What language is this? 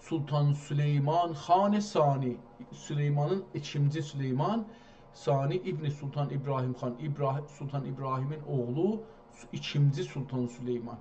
South Azerbaijani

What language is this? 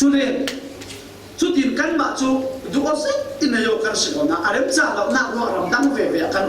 Falam Chin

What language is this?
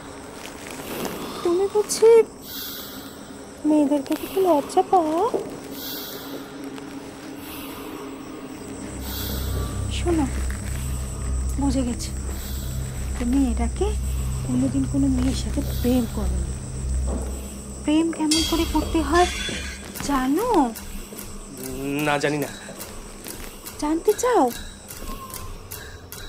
Bangla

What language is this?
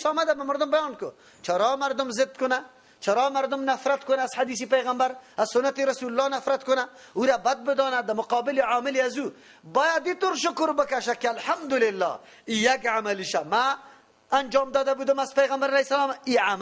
Persian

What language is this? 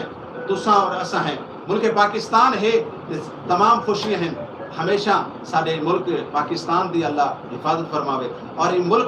Saraiki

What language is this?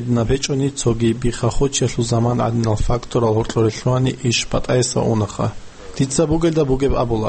Avaric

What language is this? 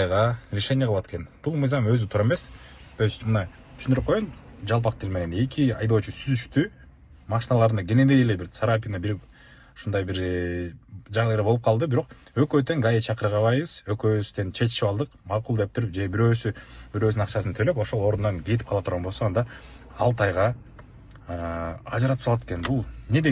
Kyrgyz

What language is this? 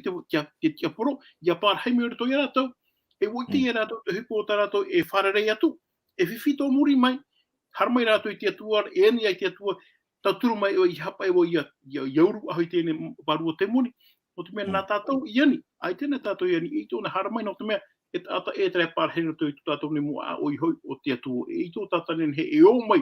Tahitian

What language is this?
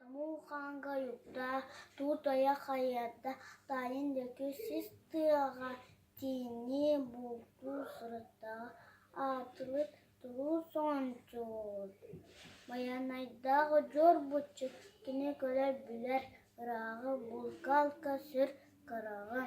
Yakut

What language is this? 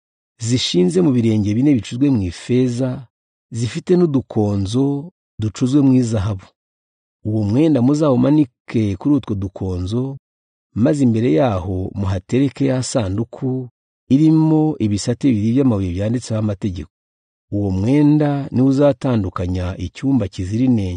Kinyarwanda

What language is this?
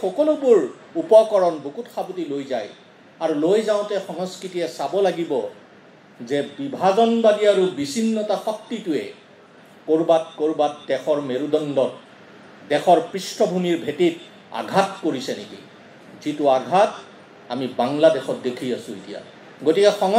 Assamese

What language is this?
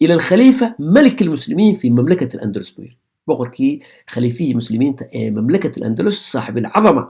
Somali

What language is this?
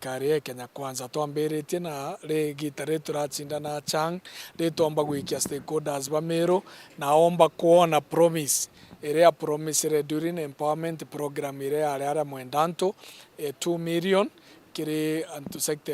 Meru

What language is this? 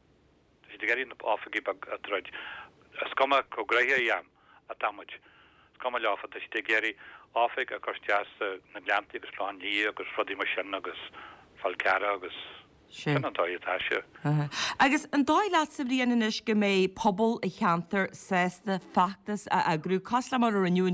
Irish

